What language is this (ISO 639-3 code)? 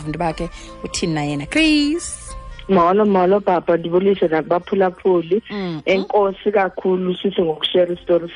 xho